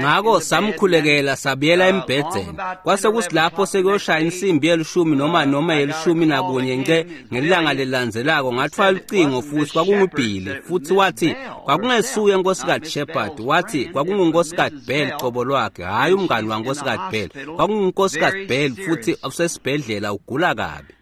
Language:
Swati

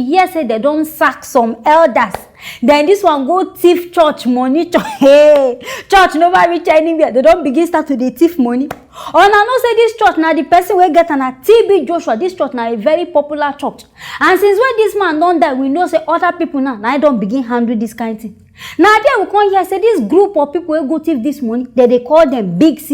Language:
Nigerian Pidgin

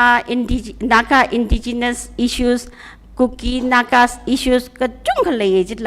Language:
Tangkhul Naga (India)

